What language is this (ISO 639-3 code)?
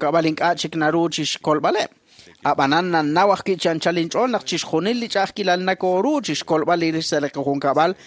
kek